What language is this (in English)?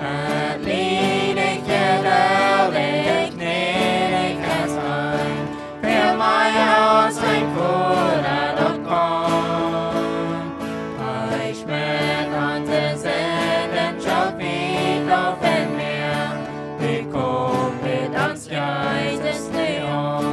Plautdietsch